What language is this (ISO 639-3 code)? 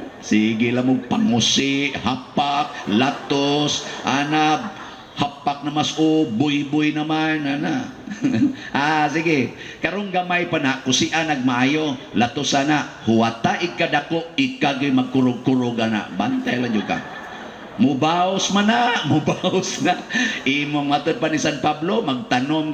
ceb